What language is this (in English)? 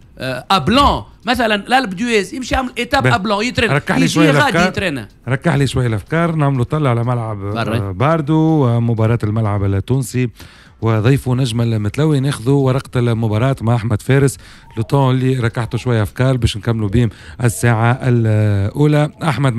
Tunisian Arabic